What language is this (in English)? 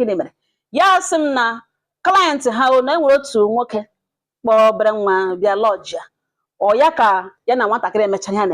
Igbo